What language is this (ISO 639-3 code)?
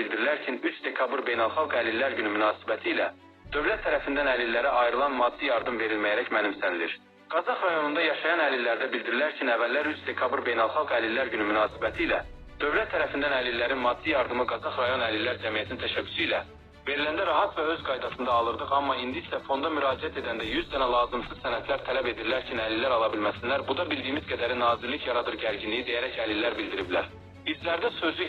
aze